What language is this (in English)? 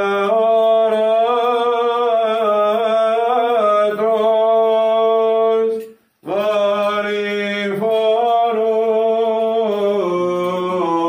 Greek